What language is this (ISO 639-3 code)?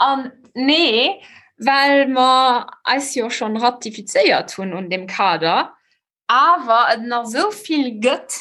ltz